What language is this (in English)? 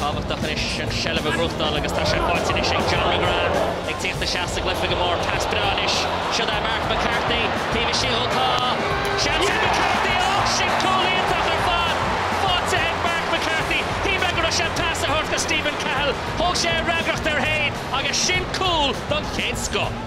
Irish